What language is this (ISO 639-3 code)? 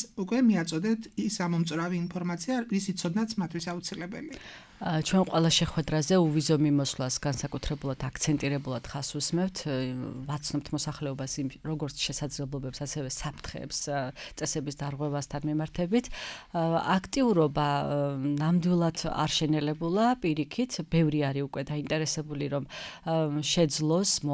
kat